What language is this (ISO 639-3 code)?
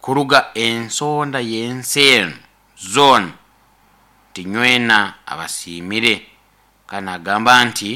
nyn